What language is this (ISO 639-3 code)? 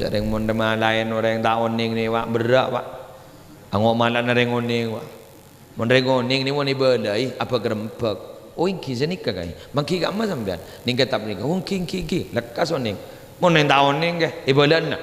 mad